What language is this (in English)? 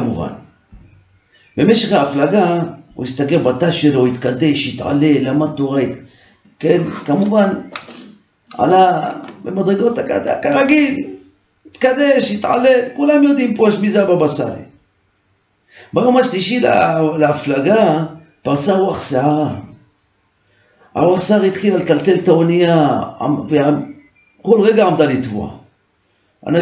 Hebrew